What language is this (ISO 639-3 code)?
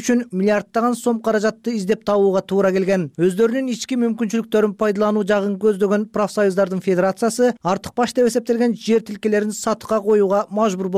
kir